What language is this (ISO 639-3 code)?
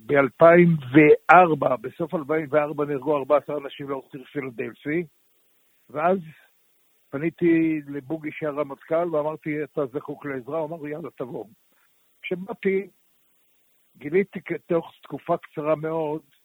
heb